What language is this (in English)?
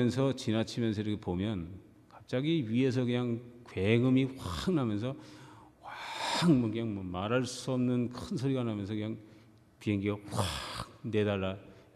Korean